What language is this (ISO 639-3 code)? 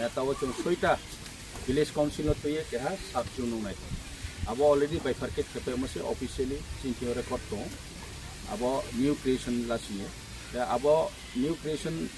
ria